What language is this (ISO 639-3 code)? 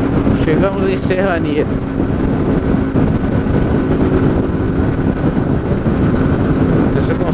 por